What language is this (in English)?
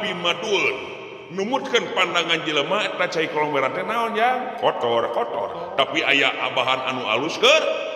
Sundanese